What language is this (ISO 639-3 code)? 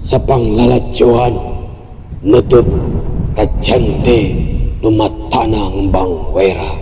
sun